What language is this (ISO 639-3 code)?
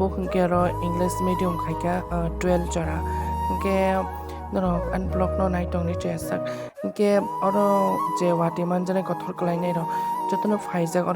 trp